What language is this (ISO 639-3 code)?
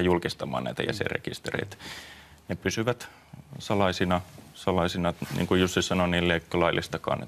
fin